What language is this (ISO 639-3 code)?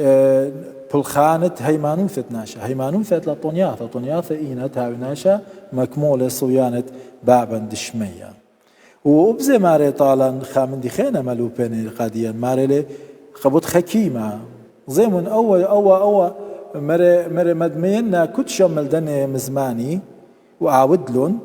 aii